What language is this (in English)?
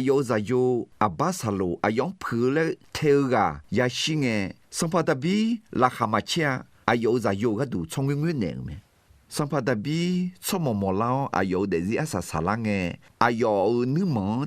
Akha